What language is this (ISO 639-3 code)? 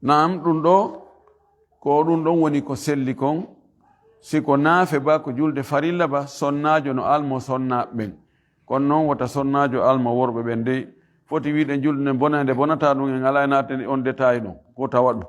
ful